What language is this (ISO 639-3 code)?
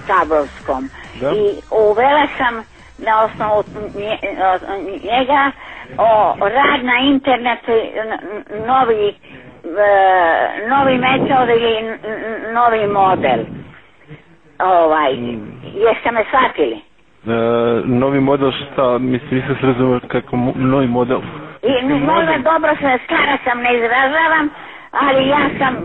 srp